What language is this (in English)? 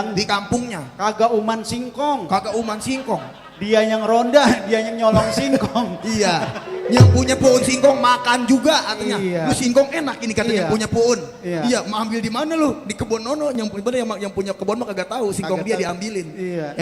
Betawi